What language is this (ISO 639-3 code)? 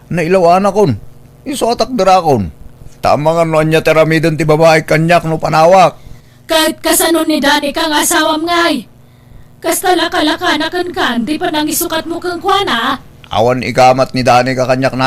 ilo